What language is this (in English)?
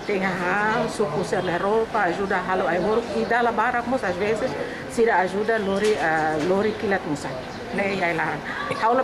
Tetum